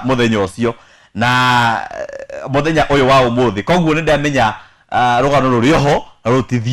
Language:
Kikuyu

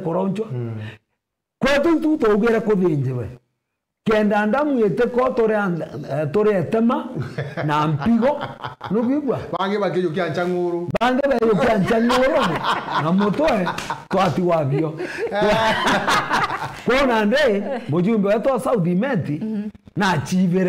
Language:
Meru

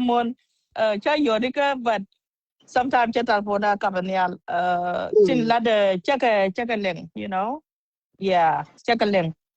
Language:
Nuer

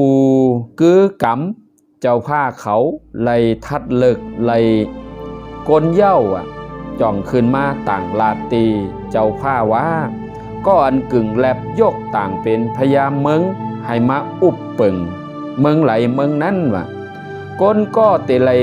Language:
Shan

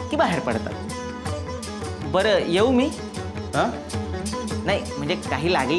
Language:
Marathi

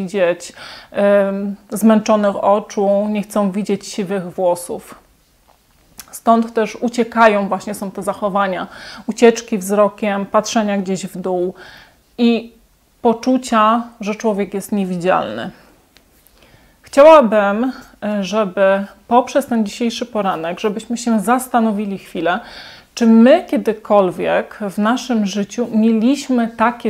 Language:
Polish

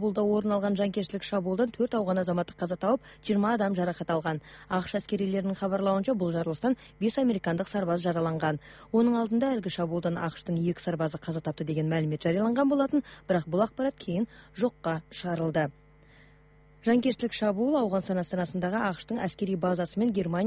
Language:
Kazakh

